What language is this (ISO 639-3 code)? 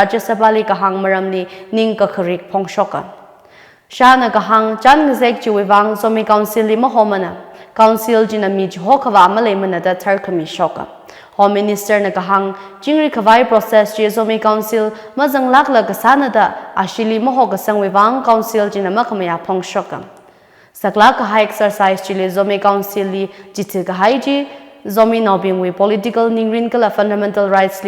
nmf